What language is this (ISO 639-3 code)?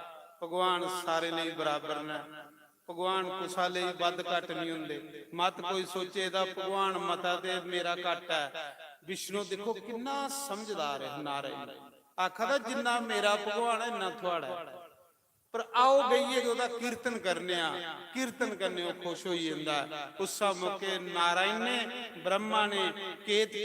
doi